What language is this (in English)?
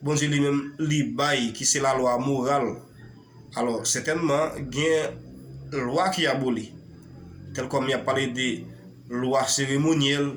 Haitian Creole